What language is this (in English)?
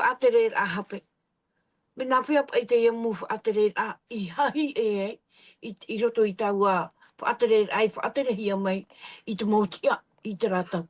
Tahitian